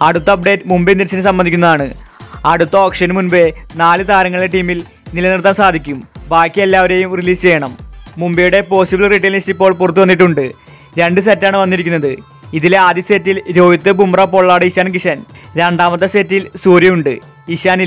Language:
Malayalam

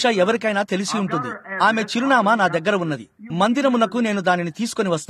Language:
Telugu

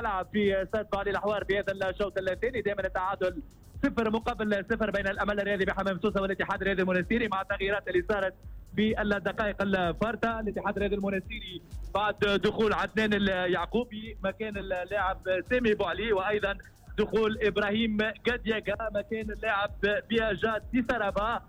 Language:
Tunisian Arabic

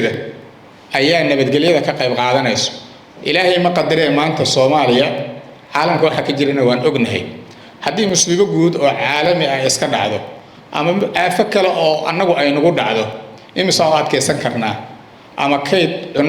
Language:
Somali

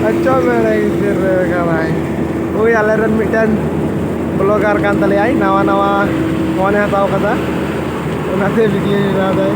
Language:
Santali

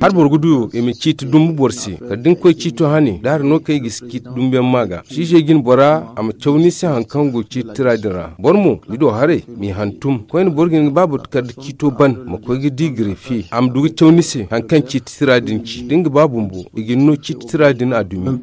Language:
Zarma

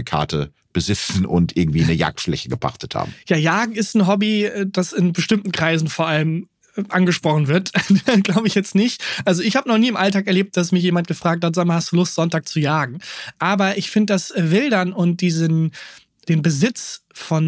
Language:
German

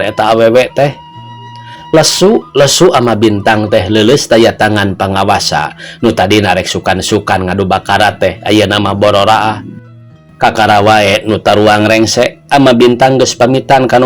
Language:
Sundanese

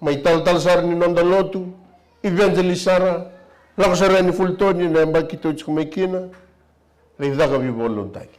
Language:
Fijian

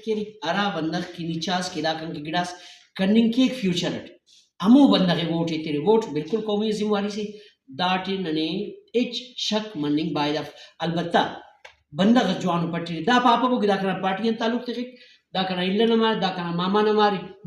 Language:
Brahui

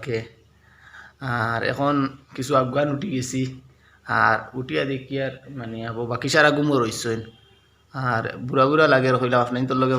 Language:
Sylheti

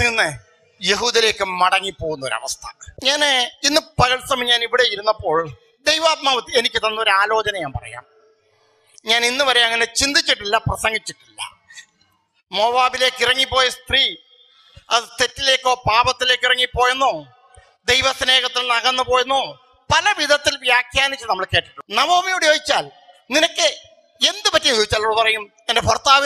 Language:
Malayalam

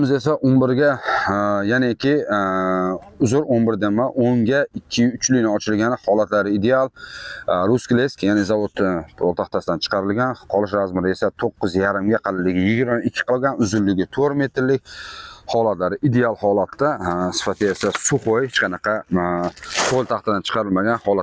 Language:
Uzbek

